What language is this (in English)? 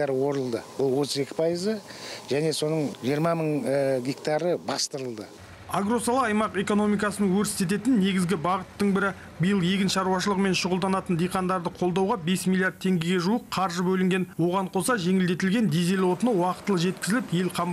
Kazakh